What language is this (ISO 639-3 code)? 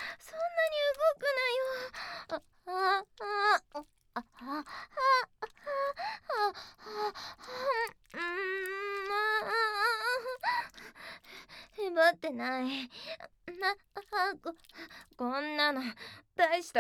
jpn